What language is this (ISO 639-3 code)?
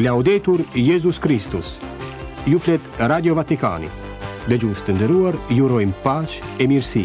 sqi